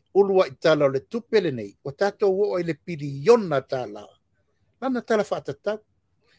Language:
Samoan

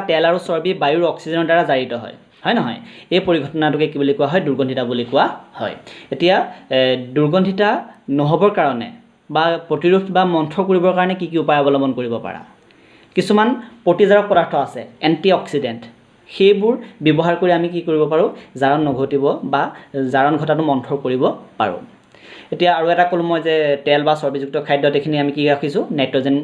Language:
Assamese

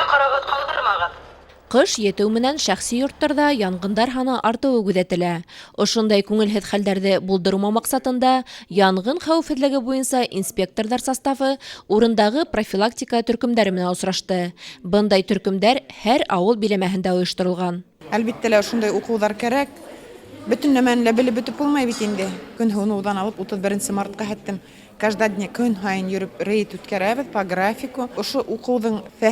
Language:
Bashkir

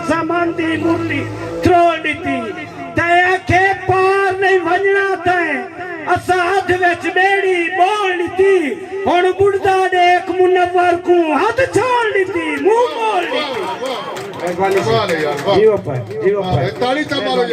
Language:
Saraiki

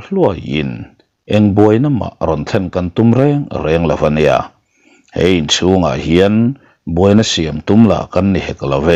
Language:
Mizo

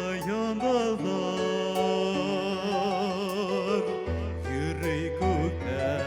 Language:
Bashkir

